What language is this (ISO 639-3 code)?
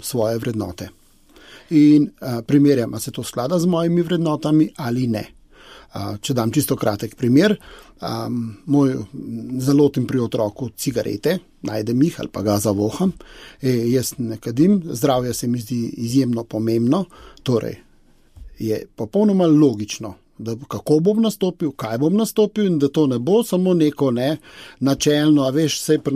slv